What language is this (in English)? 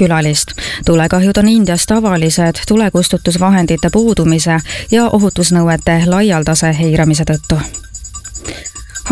Estonian